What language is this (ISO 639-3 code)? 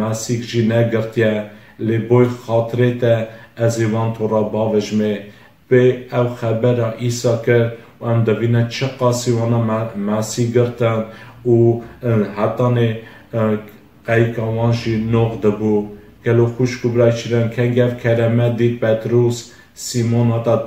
kur